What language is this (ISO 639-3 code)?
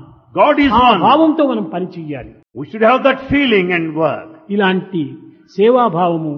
tel